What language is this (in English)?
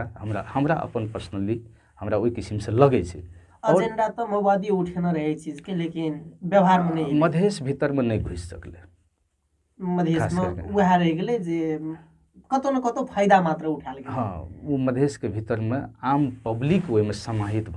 Maithili